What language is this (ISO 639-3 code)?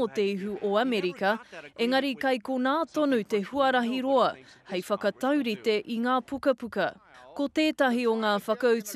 mri